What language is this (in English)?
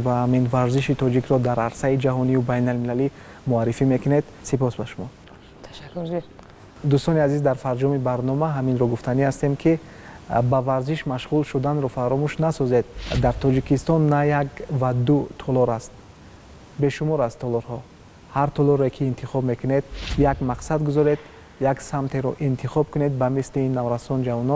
Tajik